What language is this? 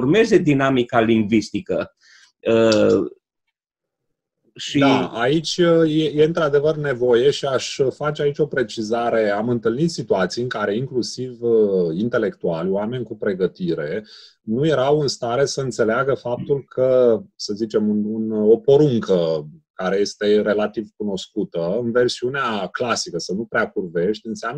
Romanian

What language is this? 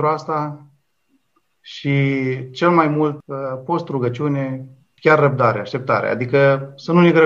Romanian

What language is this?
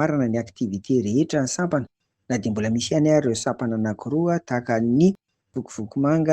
Malagasy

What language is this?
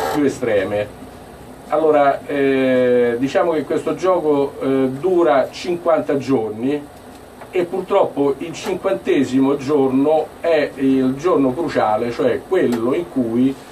Italian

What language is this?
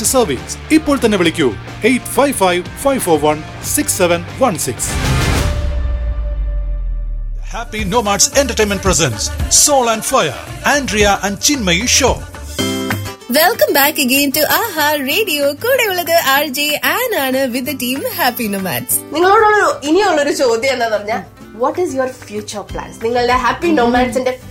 Malayalam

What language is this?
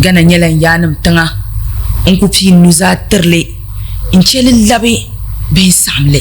Dagbani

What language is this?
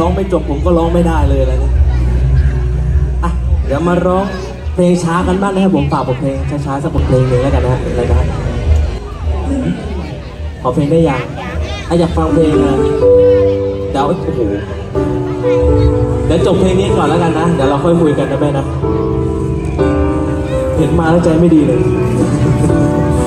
Thai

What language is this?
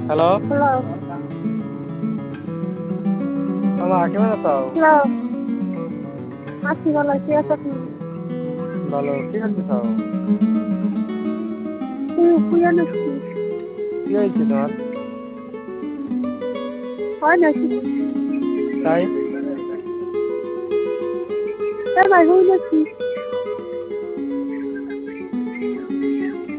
Bangla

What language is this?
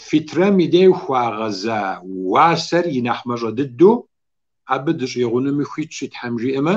Kabardian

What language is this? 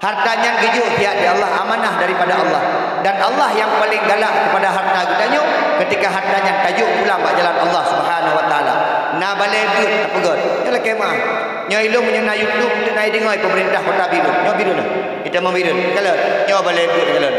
Achinese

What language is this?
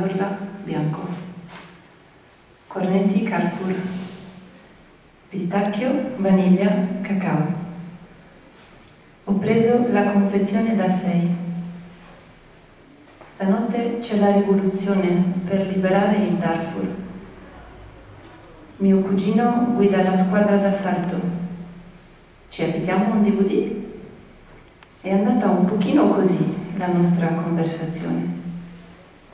Italian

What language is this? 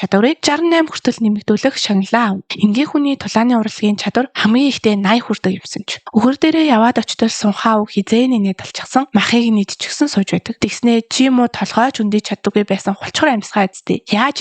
Mongolian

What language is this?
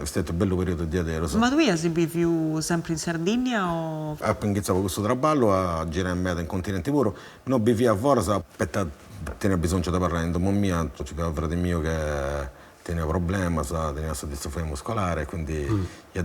Sardinian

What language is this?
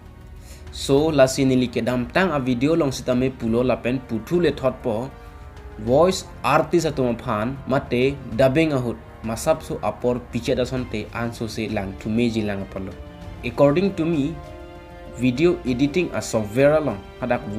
Karbi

